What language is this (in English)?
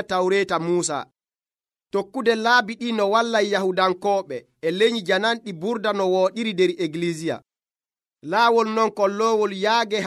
Nigerian Fulfulde